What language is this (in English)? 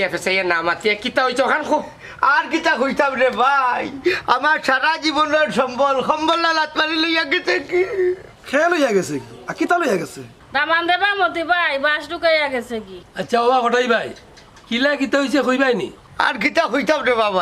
Sylheti